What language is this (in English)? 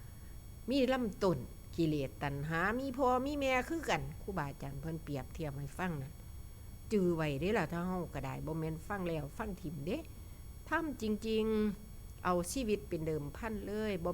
Northeastern Thai